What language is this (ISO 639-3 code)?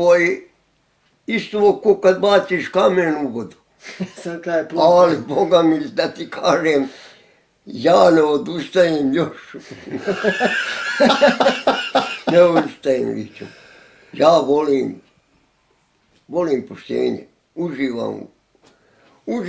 bos